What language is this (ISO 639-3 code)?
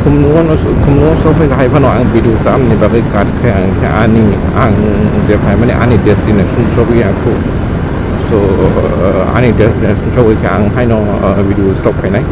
trp